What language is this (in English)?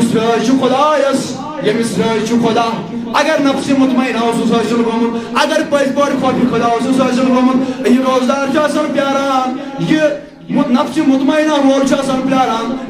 Kashmiri